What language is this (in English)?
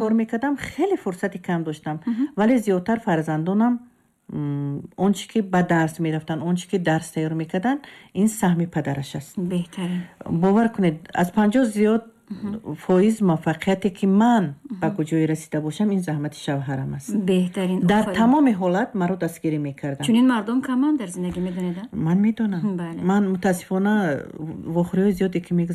Tajik